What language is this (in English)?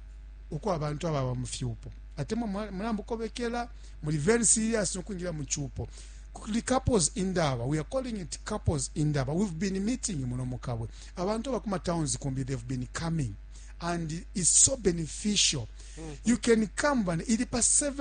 Bemba